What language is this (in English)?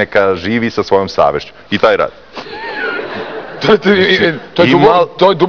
Serbian